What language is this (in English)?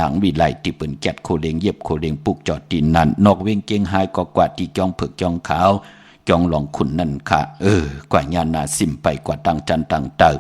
Shan